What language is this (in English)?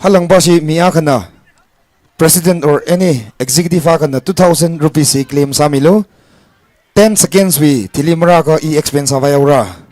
Tangkhul Naga (India)